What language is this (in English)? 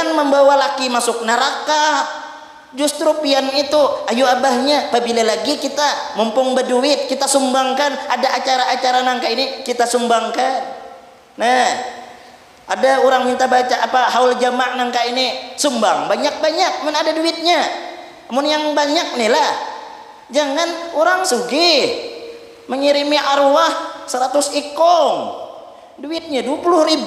Banjar